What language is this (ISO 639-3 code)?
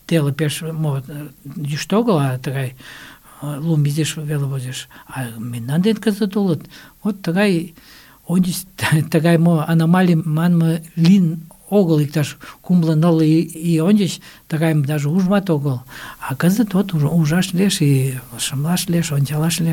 chm